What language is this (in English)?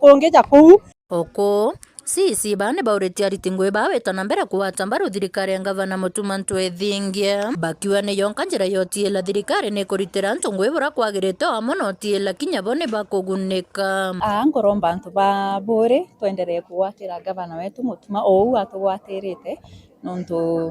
Meru